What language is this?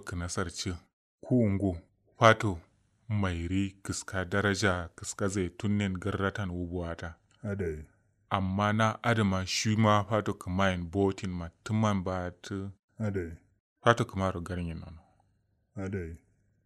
Kanuri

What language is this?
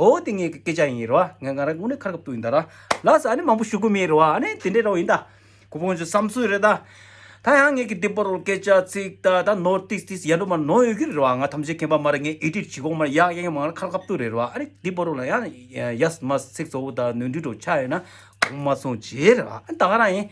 Tibetan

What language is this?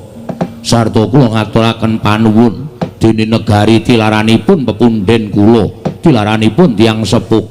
Javanese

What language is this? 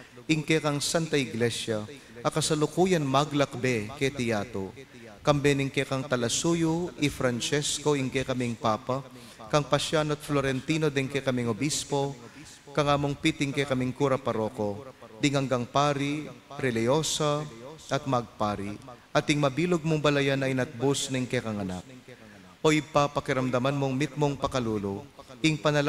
Pampanga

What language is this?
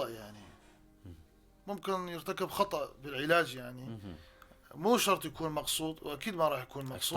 North Levantine Arabic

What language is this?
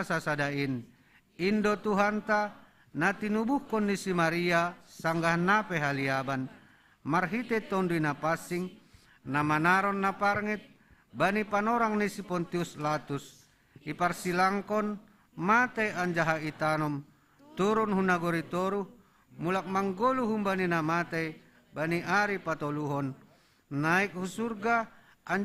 Batak Simalungun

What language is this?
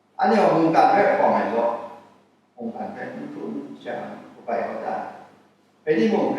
Kachin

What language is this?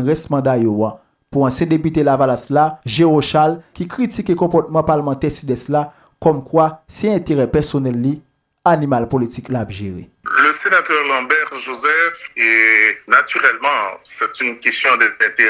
Haitian Creole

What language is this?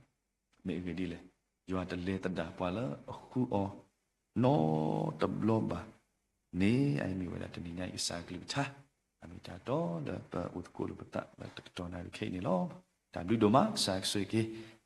S'gaw Karen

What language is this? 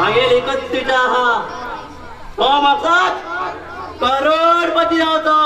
Konkani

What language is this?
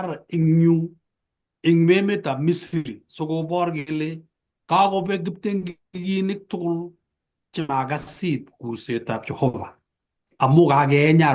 Kalenjin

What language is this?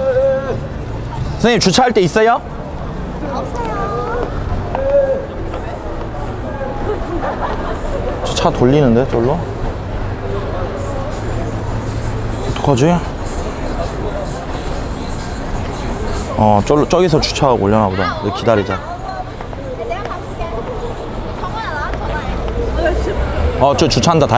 Korean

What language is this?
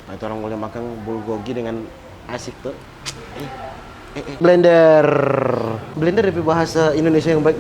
Manado Malay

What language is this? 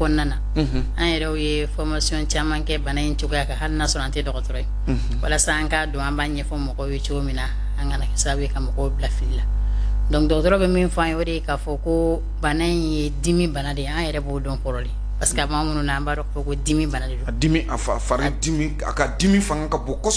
Bambara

